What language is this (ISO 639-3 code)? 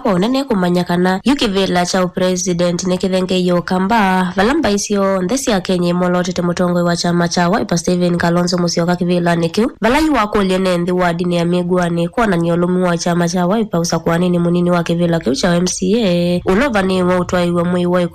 kam